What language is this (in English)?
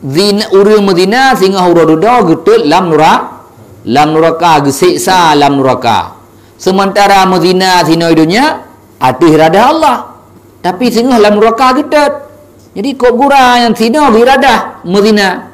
Achinese